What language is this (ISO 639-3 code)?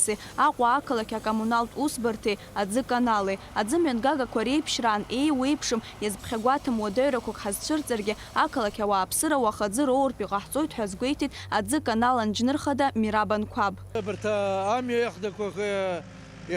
abk